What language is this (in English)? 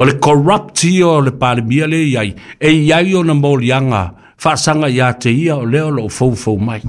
Samoan